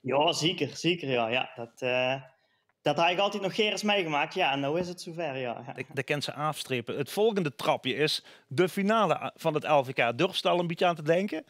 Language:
Limburgish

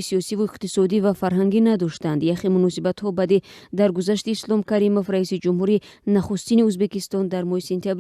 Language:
Tajik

